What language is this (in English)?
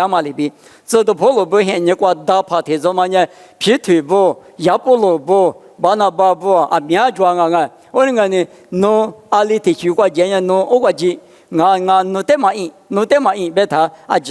Lisu